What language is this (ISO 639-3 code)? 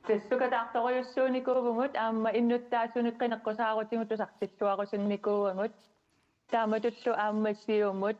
kal